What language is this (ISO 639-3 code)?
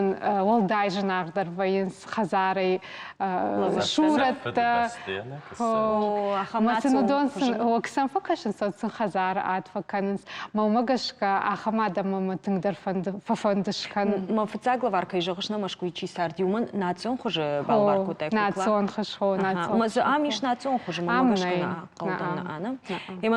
oss